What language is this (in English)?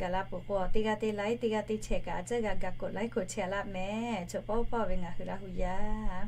Lahu